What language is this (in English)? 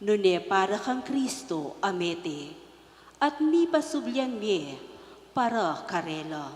Pampanga